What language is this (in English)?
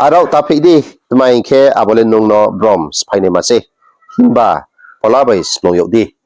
Riang (India)